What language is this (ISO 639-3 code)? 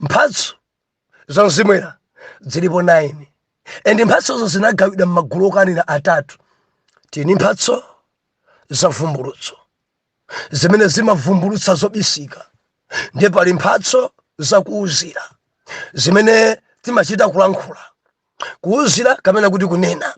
nya